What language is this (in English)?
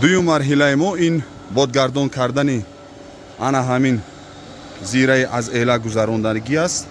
Tajik